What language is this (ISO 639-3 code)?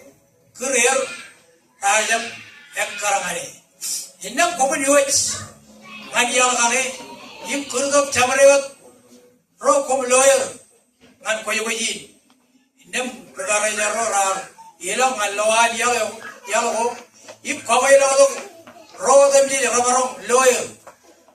mah